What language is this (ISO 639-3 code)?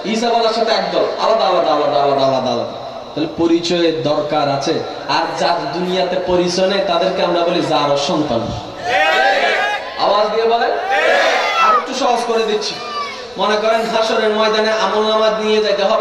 ben